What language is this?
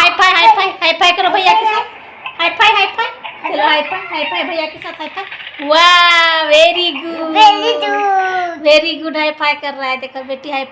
Santali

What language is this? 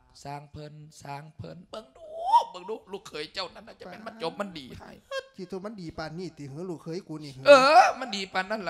Lao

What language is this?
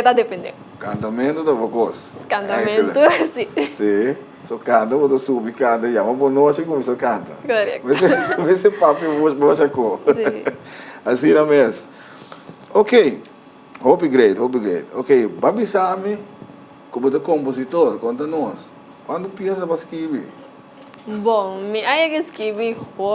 Papiamento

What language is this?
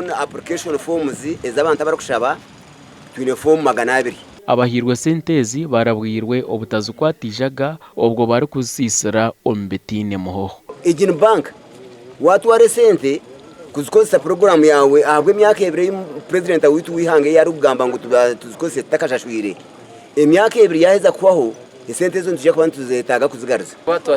Nyankole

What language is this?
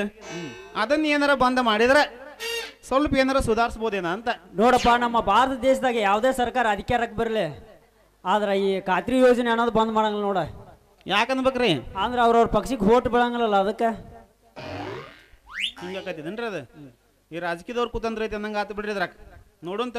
Kannada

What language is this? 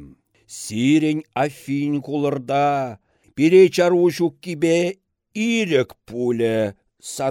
Chuvash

